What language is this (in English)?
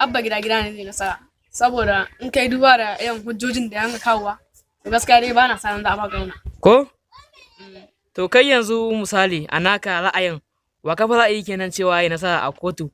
Hausa